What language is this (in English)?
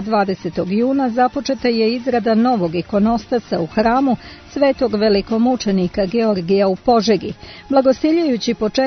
Serbian